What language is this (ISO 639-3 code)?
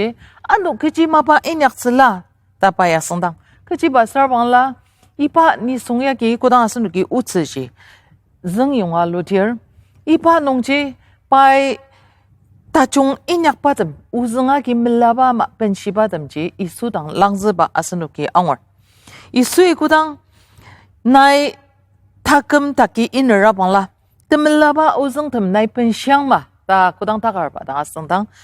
njo